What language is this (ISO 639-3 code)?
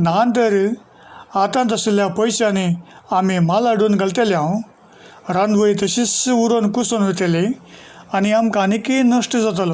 kok